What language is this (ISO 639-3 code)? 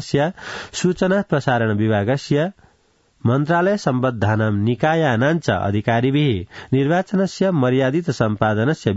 san